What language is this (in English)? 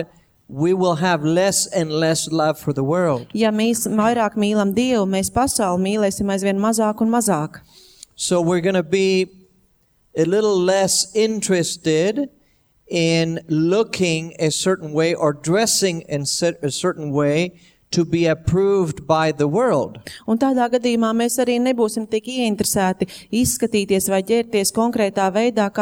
Latvian